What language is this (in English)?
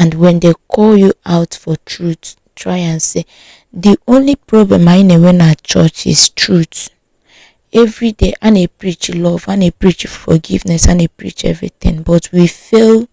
Igbo